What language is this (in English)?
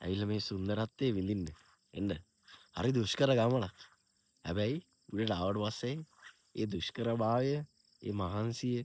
Sinhala